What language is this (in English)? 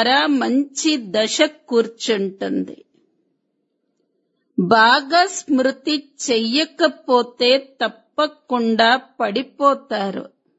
Telugu